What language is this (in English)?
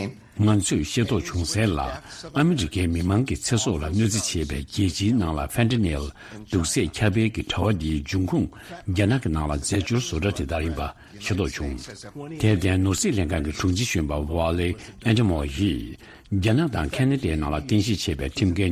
Tibetan